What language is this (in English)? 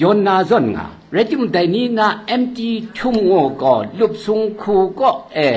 Kachin